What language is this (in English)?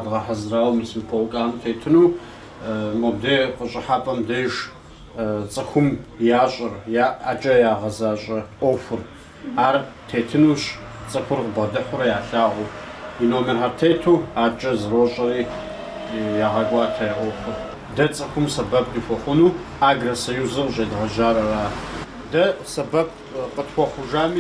Kabardian